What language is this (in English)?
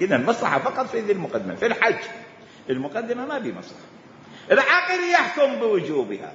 Mesopotamian Arabic